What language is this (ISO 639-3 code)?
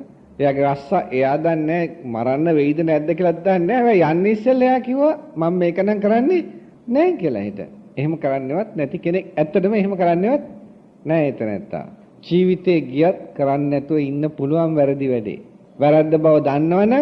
sin